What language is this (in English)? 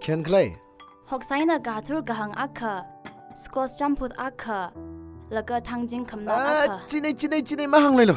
Tangkhul Naga (India)